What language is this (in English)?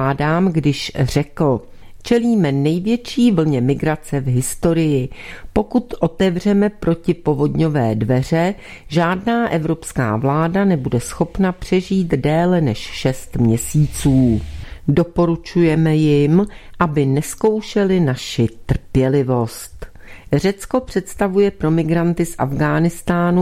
Czech